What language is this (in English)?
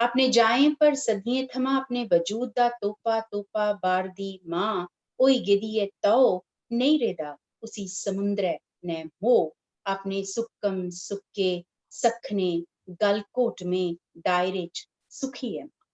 Dogri